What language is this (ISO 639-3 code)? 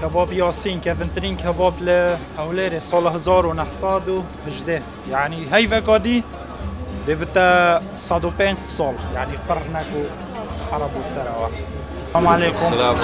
kur